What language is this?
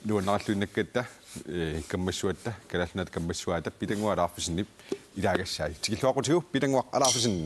Kalaallisut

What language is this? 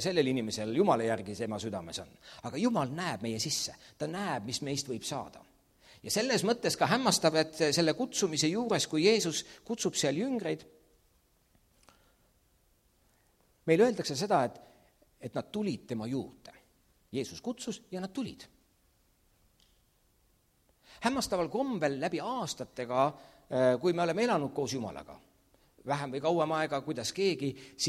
Estonian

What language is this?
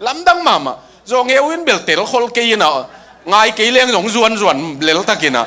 Tedim Chin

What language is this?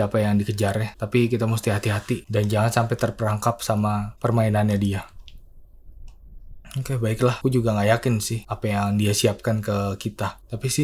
Indonesian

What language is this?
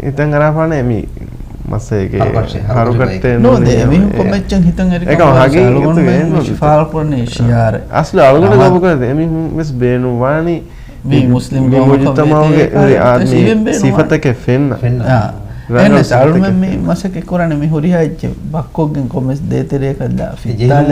Divehi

